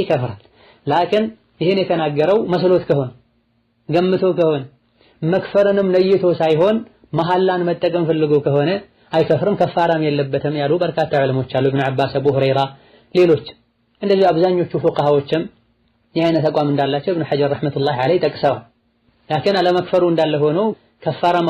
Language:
Amharic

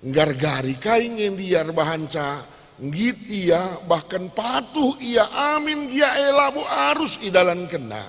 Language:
Batak Karo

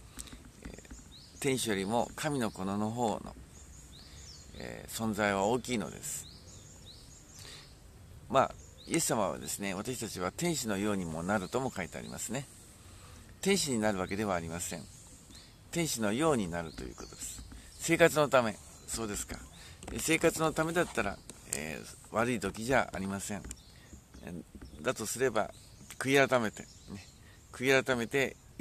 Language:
Japanese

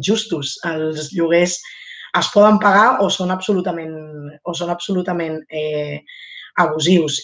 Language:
Catalan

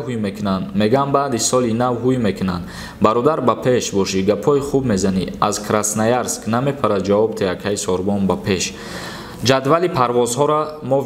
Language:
Tajik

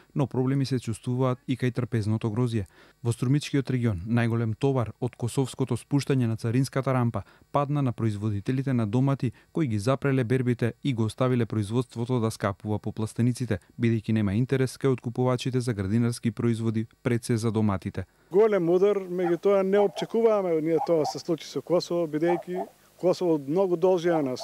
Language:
Macedonian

